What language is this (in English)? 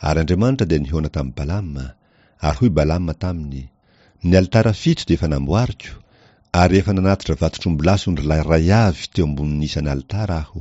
Malagasy